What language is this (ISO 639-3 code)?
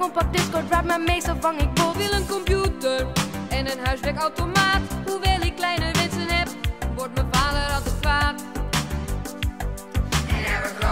nld